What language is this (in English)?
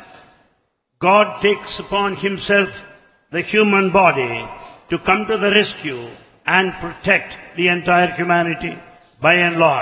English